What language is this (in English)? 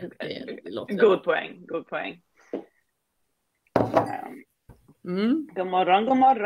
Swedish